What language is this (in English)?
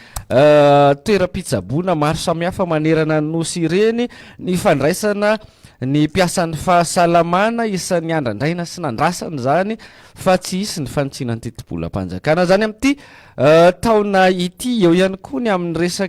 Malagasy